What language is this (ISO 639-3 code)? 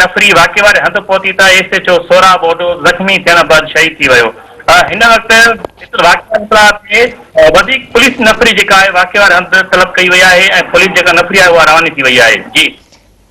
snd